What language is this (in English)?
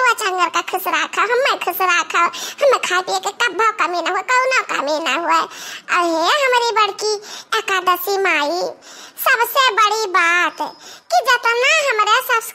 Awadhi